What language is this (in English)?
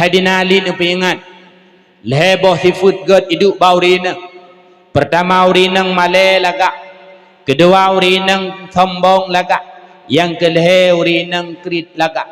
Achinese